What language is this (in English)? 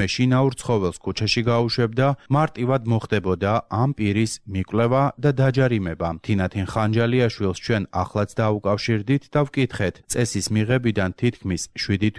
Georgian